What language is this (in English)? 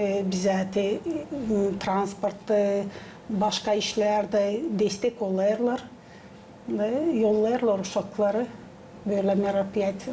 Gagauz